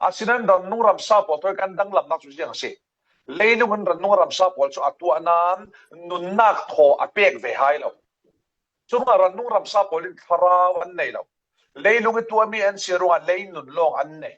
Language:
Falam Chin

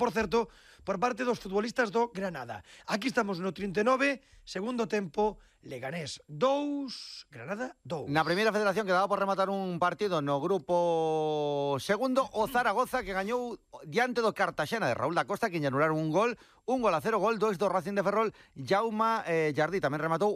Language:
Galician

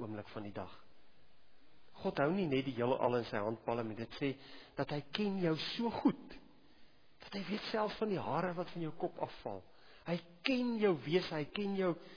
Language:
Afrikaans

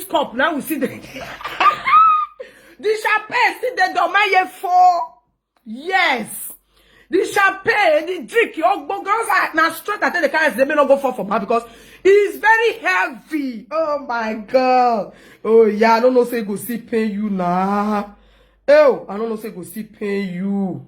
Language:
Nigerian Pidgin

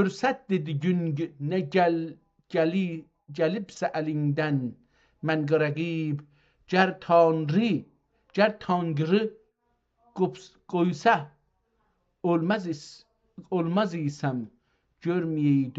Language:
South Azerbaijani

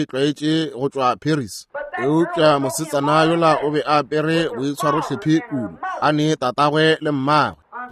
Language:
Northern Sotho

